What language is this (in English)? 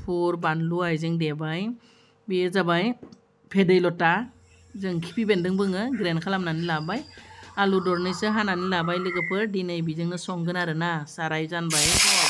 Bodo